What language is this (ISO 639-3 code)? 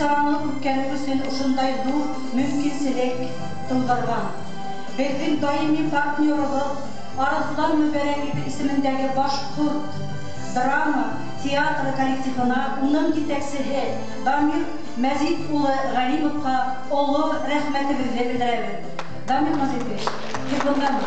bak